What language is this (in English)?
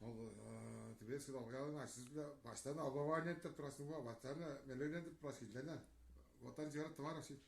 Tuvinian